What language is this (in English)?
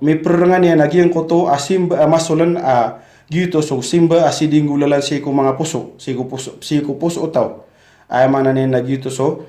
Maranao